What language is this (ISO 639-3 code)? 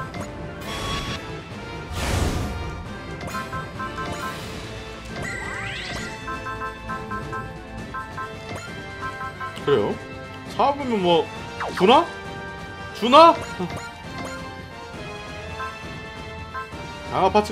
kor